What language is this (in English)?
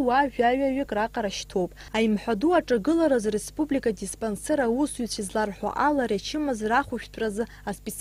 Abkhazian